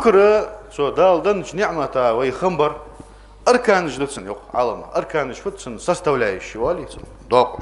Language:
Ingush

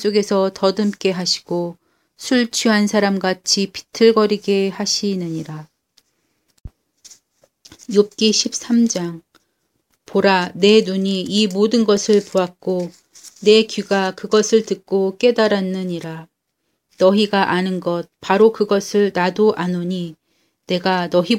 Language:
Korean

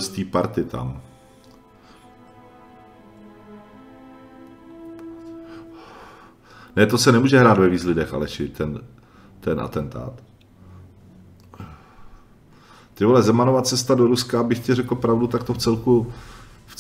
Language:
Czech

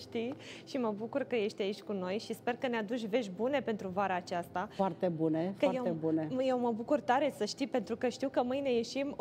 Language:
Romanian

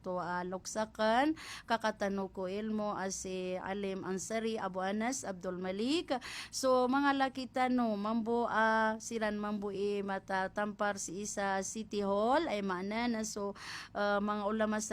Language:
Maranao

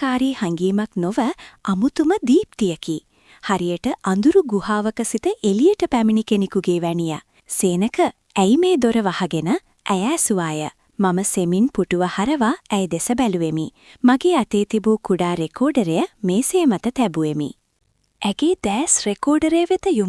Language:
Sinhala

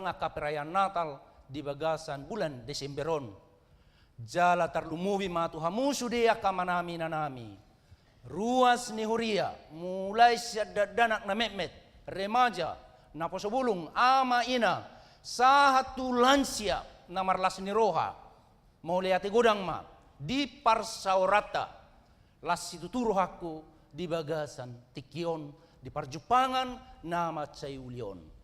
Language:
Batak Toba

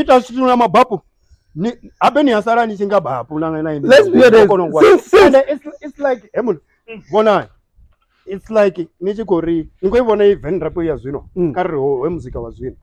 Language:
Venda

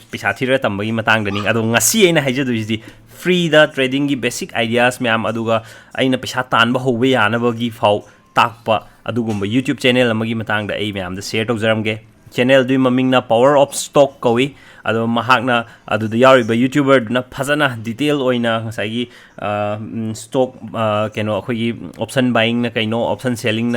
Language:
Manipuri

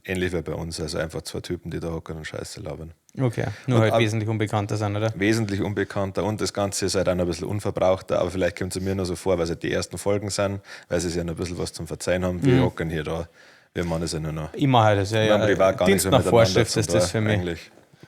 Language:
Bavarian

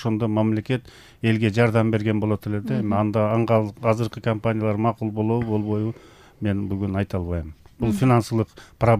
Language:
Kyrgyz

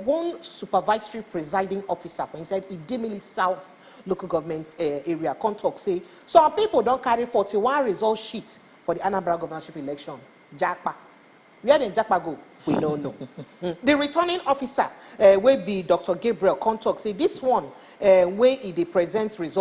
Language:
Nigerian Pidgin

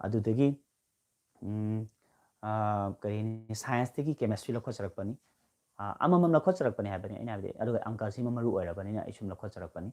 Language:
Manipuri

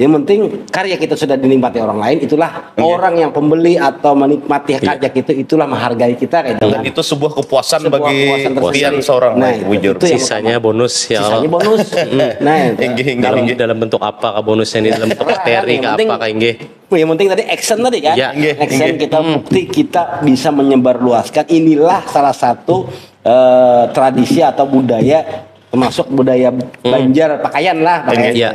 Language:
Banjar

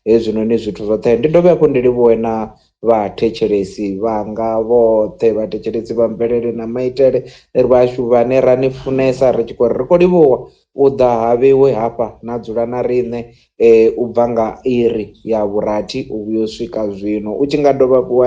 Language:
Venda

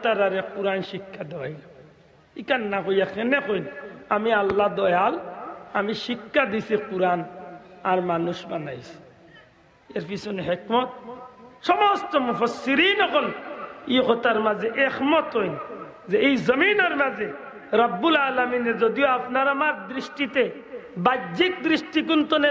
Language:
Sylheti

